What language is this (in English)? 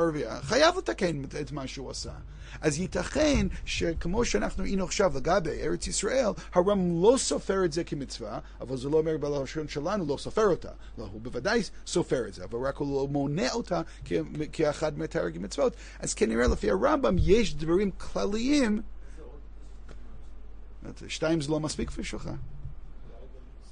Hebrew